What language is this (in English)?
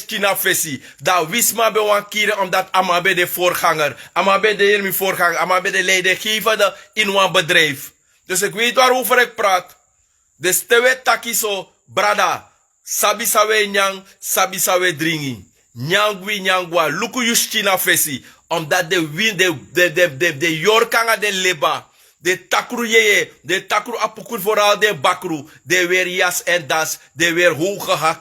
Sranan Tongo